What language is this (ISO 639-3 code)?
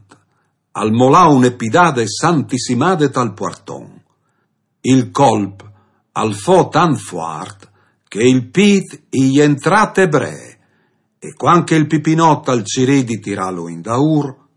fur